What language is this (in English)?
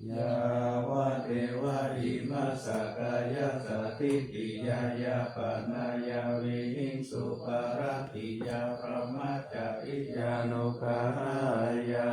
Pali